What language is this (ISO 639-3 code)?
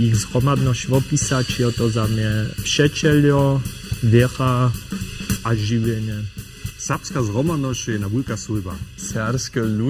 hsb